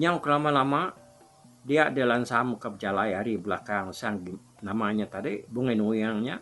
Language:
Iban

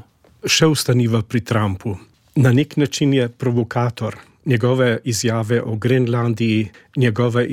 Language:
Slovenian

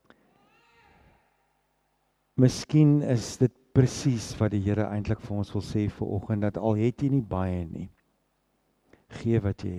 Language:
Afrikaans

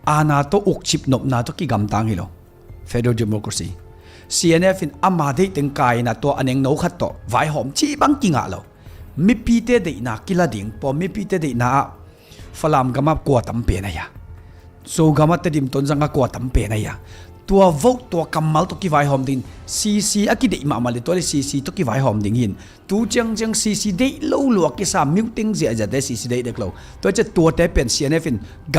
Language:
Tedim Chin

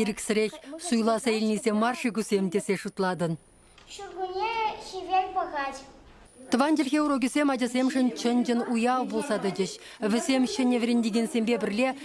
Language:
Chuvash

